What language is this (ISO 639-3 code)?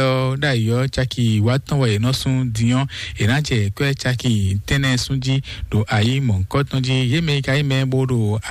fon